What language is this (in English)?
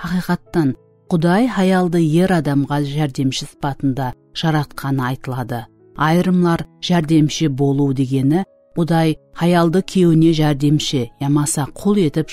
Kara-Kalpak